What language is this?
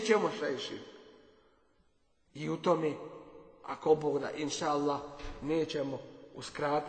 Bosnian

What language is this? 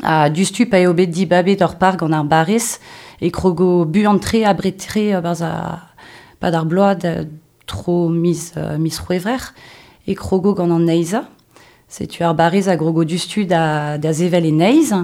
Breton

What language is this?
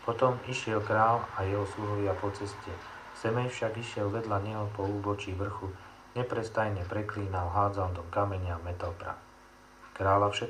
Slovak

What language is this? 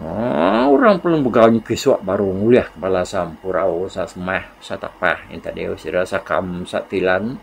Iban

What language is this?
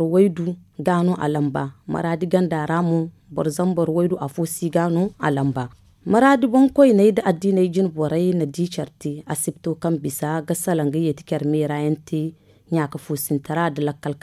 Zarma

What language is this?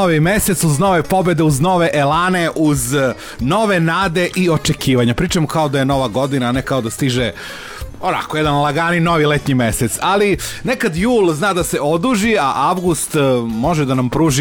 Serbian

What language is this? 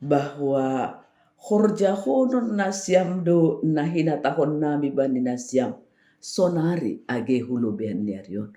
Batak Simalungun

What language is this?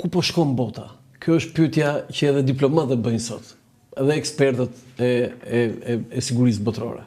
Albanian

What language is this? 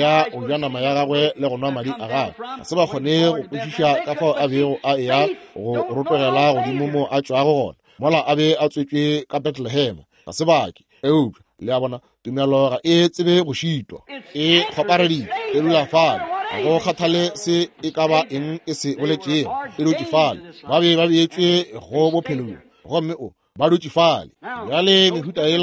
Northern Sotho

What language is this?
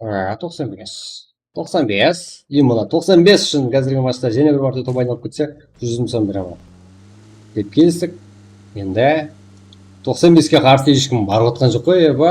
Kara-Kalpak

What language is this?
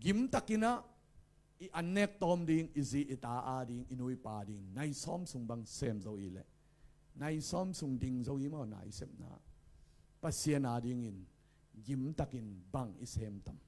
Tedim Chin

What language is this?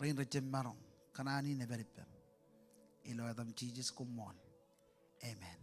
Marshallese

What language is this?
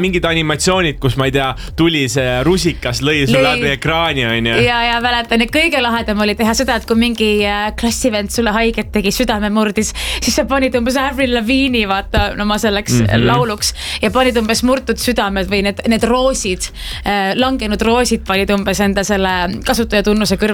Estonian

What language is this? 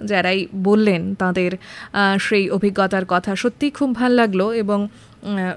Bangla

